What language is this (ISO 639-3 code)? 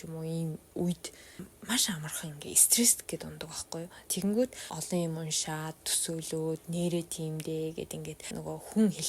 mon